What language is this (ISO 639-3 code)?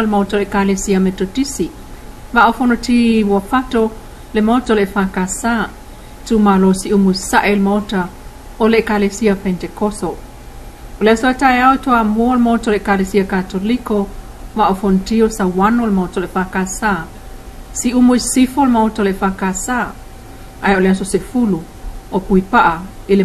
smo